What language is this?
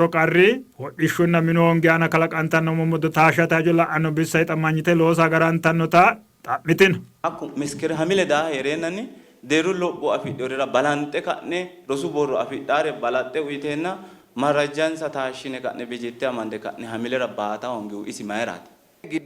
Sidamo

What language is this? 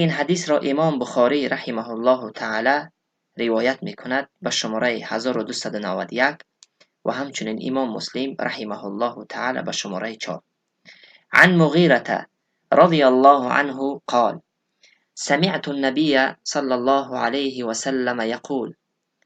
Tajik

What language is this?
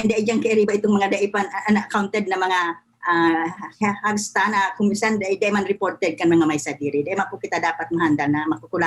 Bikol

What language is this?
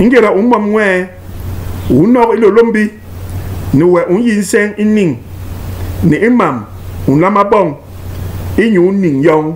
Basaa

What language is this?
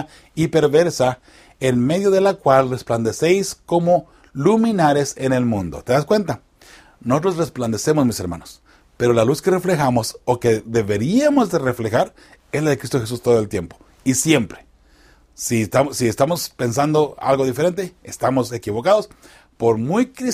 Spanish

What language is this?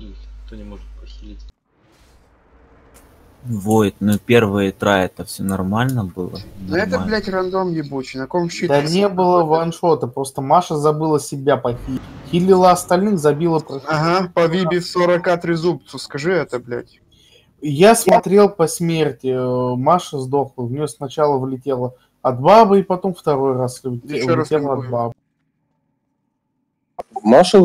Russian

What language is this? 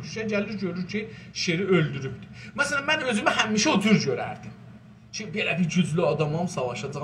South Azerbaijani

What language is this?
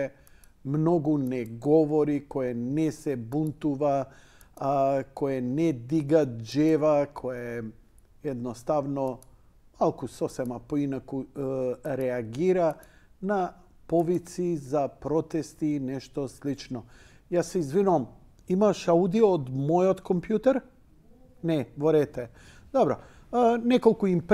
Macedonian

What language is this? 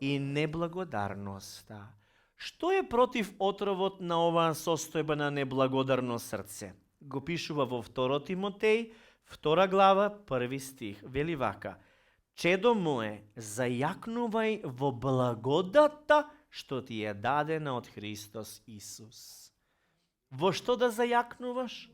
Macedonian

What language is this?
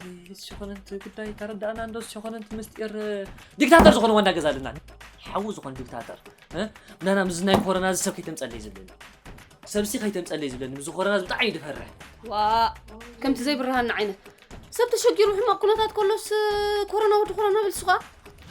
Tigrinya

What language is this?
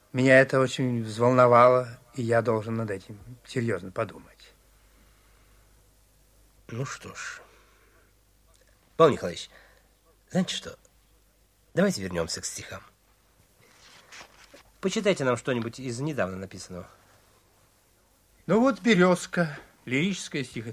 Russian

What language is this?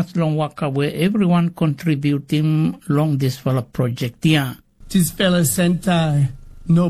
Tok Pisin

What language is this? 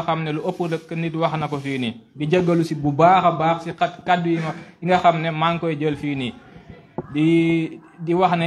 Wolof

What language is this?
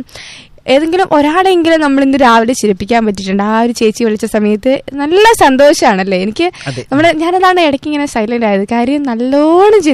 Malayalam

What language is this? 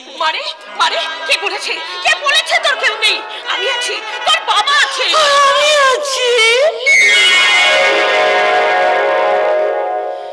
Bangla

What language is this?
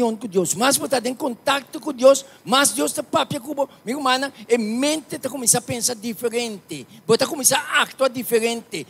Papiamento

